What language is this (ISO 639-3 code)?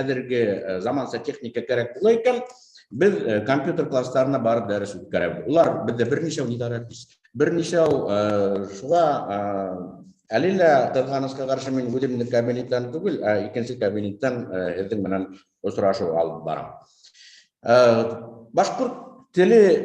bak